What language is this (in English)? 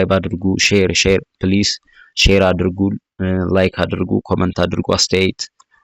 Amharic